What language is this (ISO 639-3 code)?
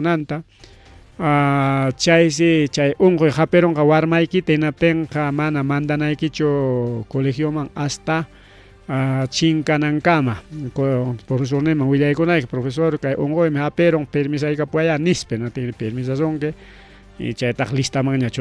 quy